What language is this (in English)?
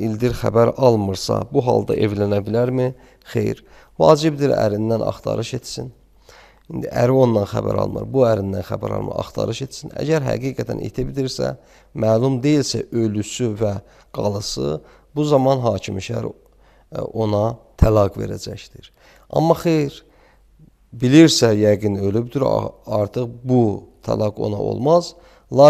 Azerbaijani